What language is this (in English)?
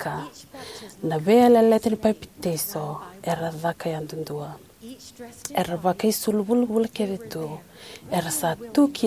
Fijian